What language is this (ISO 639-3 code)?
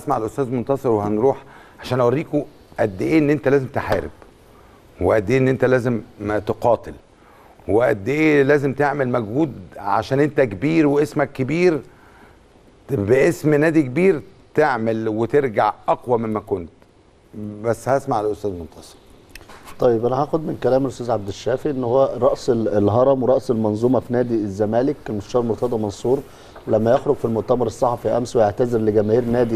arz